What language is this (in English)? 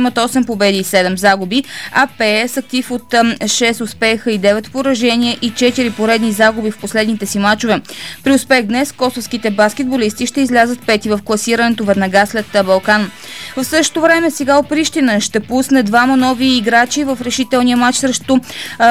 Bulgarian